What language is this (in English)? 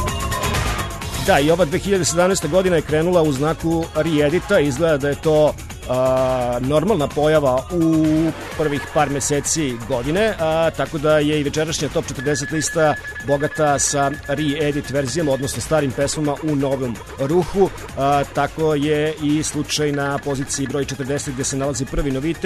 Serbian